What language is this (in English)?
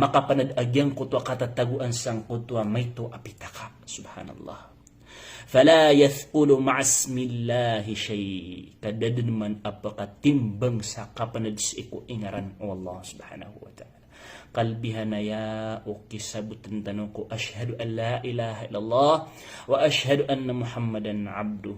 Maranao